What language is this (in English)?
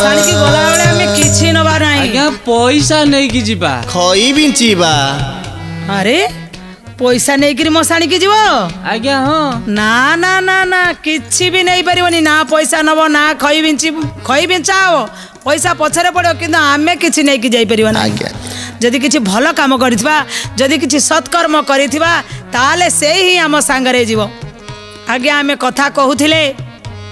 Odia